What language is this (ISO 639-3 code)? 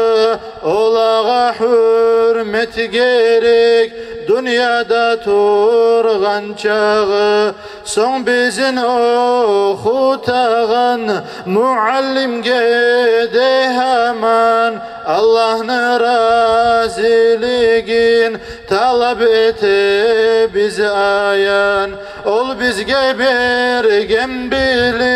kum